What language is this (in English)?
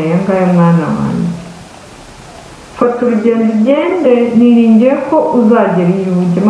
Kinyarwanda